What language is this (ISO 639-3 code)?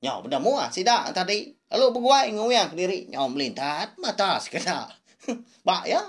iba